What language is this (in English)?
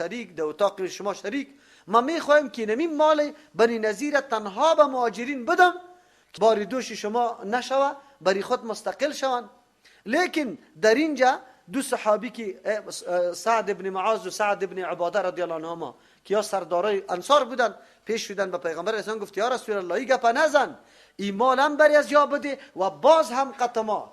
Persian